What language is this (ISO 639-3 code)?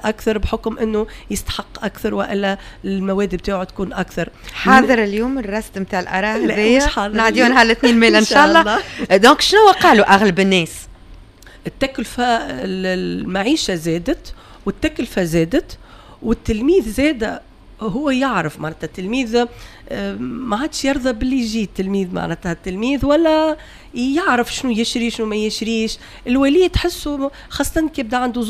aeb